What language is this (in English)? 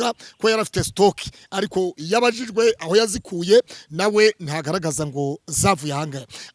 Kinyarwanda